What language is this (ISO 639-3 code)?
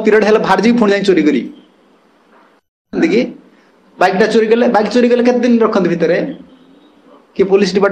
ori